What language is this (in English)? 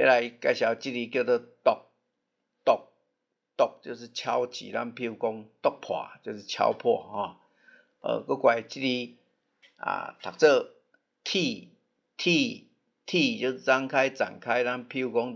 Min Nan Chinese